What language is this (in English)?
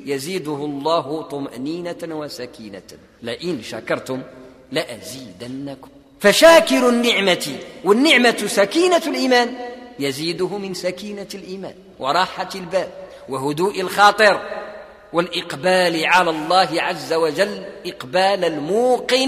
Arabic